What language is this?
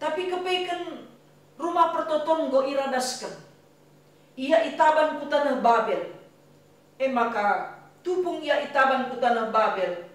Batak Karo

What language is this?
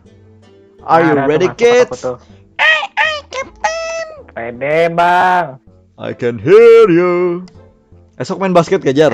Banjar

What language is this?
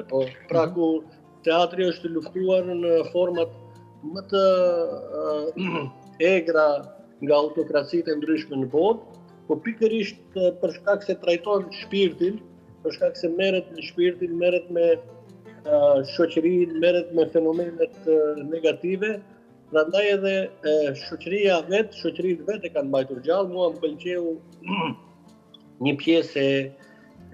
Albanian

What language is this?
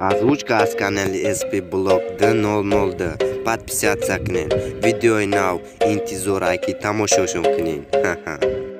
Tajik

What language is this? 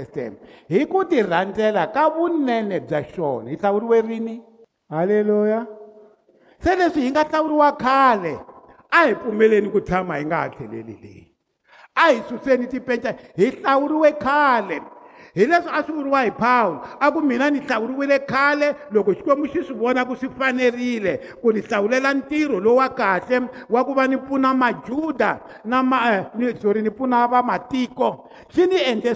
Tsonga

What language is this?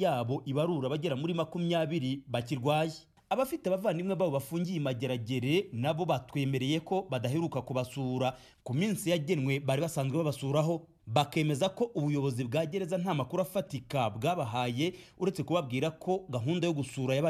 Kinyarwanda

